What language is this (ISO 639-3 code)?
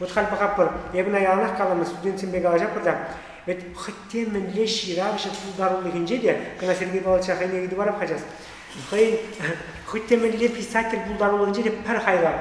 chv